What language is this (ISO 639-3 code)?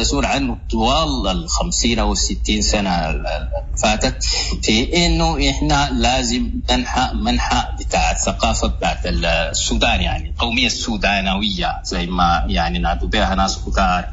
apd